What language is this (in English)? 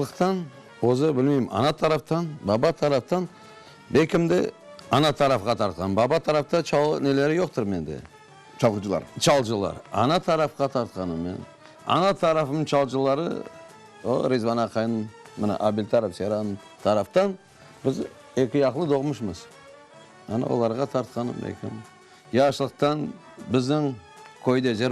Crimean Tatar